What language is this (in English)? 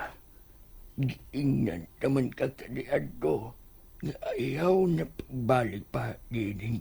Cebuano